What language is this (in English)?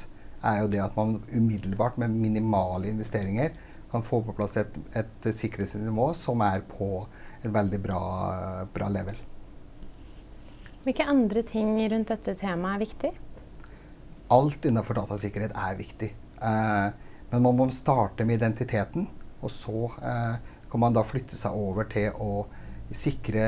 Norwegian